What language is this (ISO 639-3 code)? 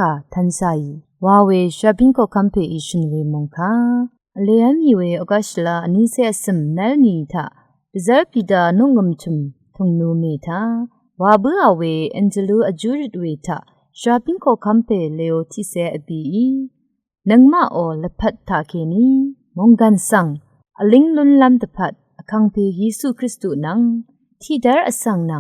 raw